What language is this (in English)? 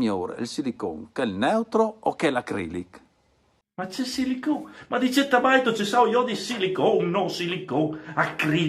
Friulian